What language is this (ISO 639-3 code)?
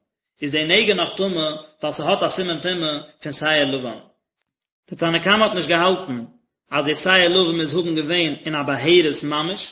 yid